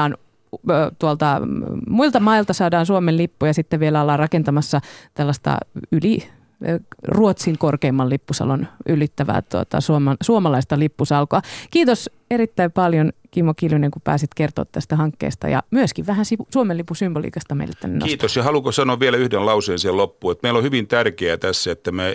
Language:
Finnish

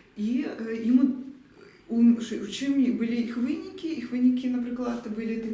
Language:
Belarusian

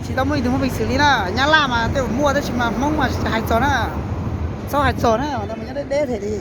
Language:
Hmong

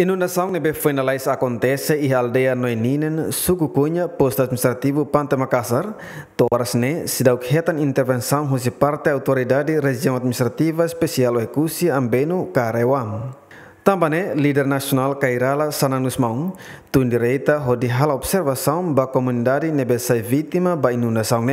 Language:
Tetum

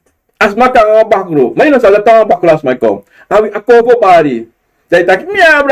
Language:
Sranan Tongo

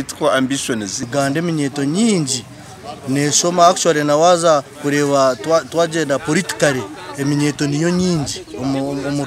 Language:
Nyankole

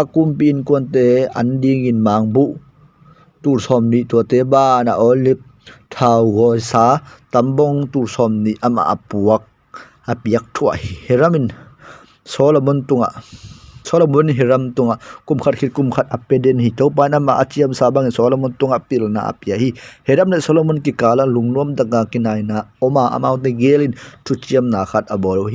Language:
Tedim Chin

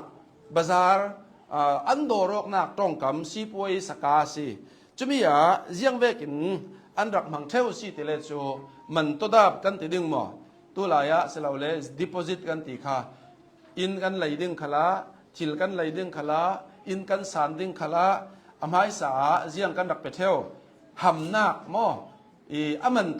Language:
Hakha Chin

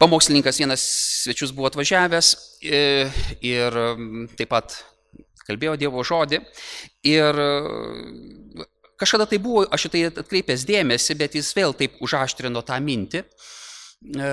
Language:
Lithuanian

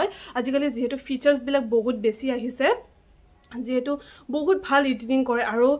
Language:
Assamese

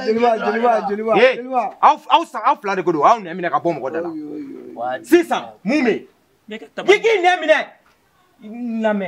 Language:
Bambara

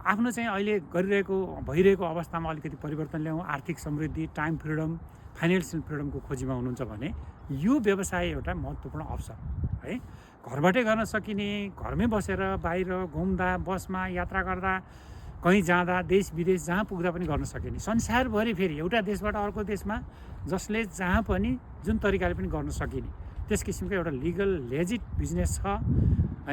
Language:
Nepali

